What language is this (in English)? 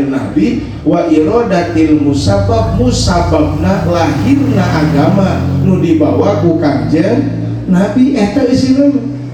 Sundanese